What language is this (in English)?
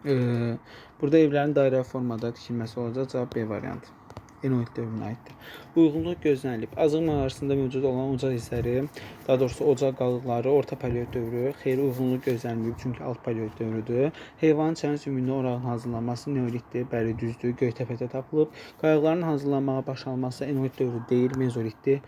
Azerbaijani